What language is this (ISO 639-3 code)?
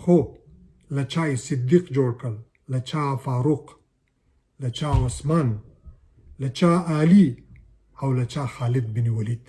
pus